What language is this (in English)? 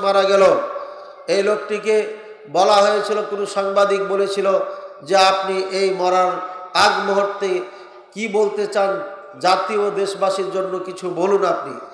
Bangla